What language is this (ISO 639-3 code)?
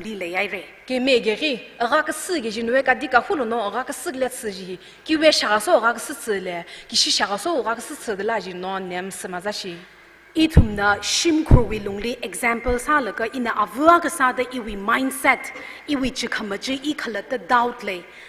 nmf